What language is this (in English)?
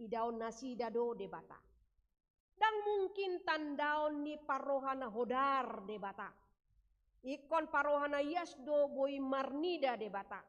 Batak Toba